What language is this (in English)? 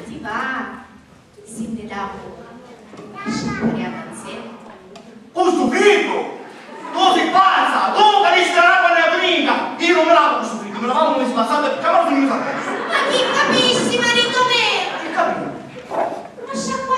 Sicilian